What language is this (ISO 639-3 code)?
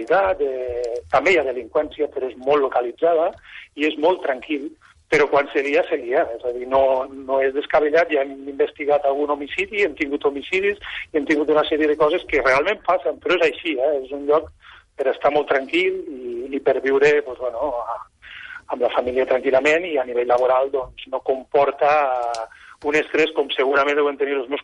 cat